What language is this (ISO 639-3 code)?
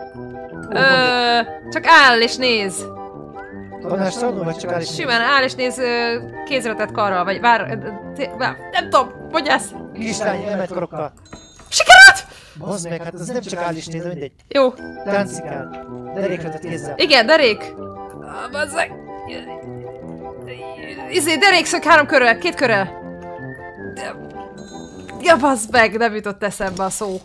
hun